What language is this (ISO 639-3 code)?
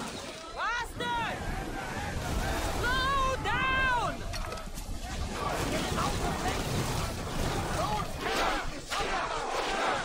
tur